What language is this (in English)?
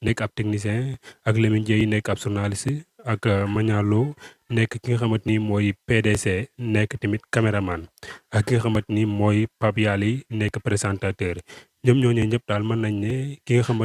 Wolof